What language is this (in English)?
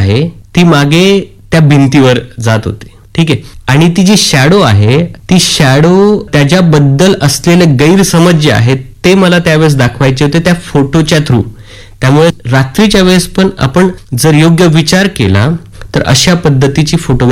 Marathi